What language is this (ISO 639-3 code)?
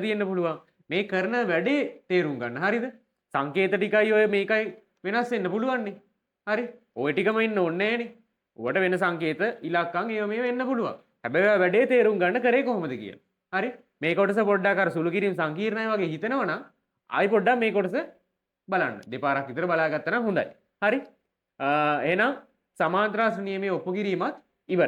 sin